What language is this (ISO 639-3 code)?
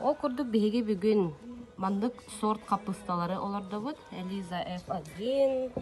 sah